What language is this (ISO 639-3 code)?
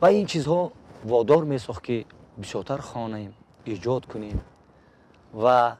tgk